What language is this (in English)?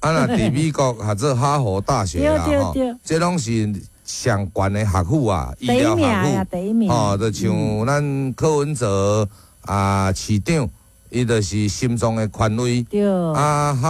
Min Nan Chinese